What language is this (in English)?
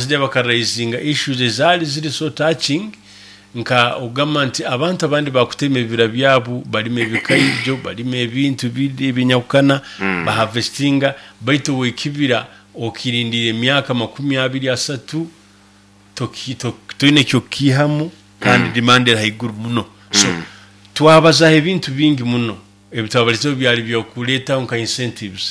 Nyoro